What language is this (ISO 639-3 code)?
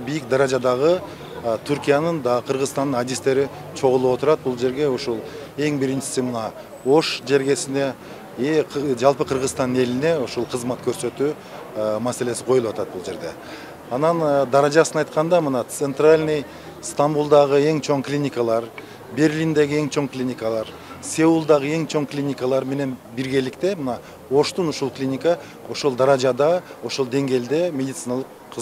kir